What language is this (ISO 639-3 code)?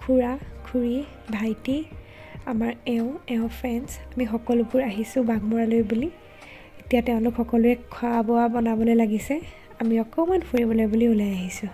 asm